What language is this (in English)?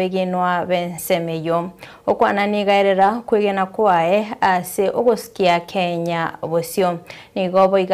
Gusii